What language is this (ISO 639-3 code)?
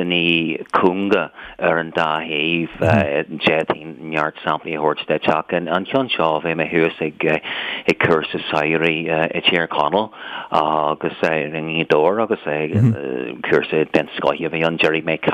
gle